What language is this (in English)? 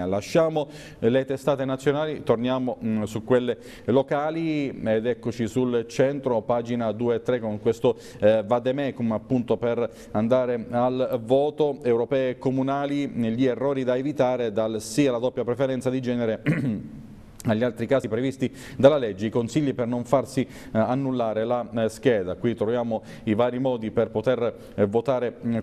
Italian